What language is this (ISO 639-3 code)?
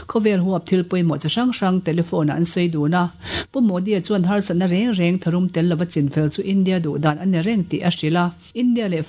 lus